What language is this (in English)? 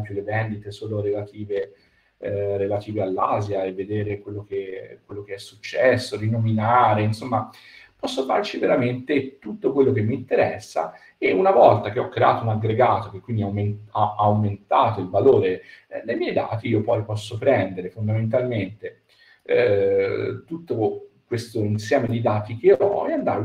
Italian